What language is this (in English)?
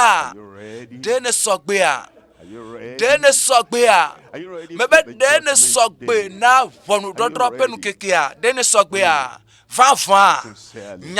Ewe